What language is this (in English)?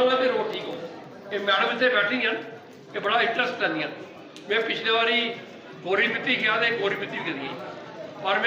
Dogri